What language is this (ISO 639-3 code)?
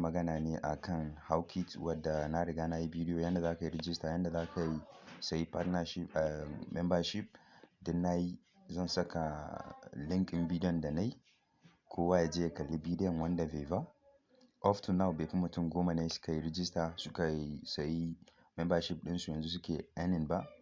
hau